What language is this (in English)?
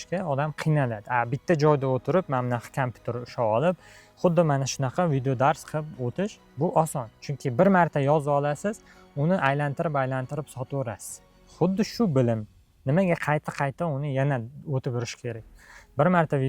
Uzbek